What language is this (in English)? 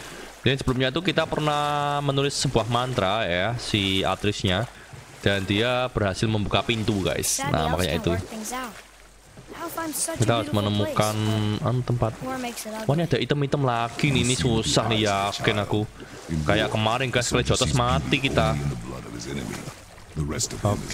Indonesian